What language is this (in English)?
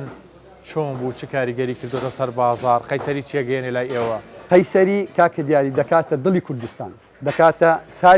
Central Kurdish